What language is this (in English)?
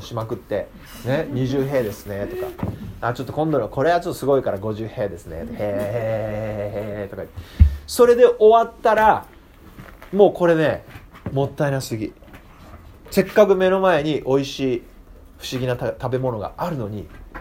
Japanese